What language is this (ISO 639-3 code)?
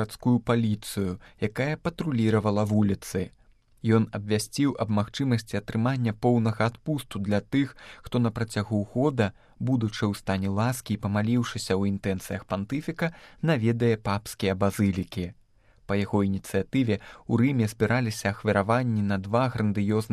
bel